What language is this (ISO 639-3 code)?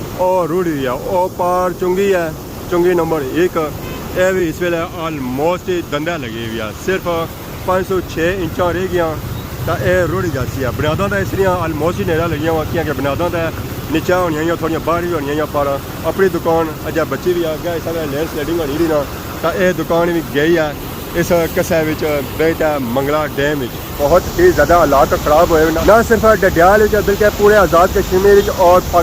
phr